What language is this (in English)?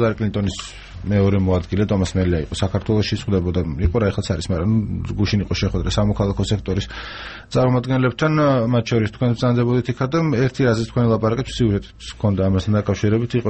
Georgian